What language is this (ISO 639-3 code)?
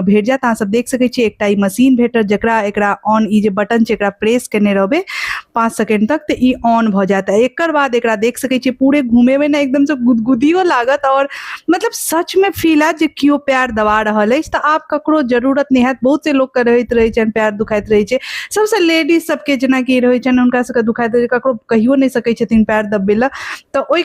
mai